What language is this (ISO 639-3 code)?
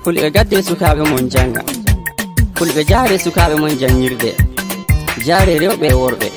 fuv